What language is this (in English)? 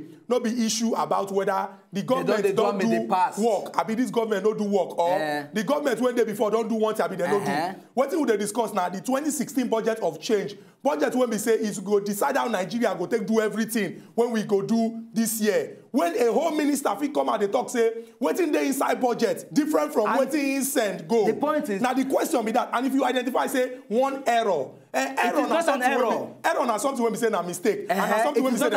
Nigerian Pidgin